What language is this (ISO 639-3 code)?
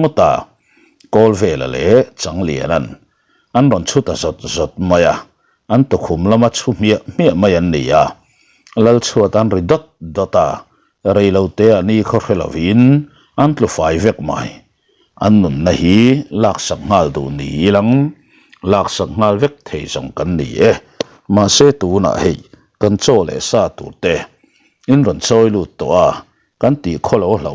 lus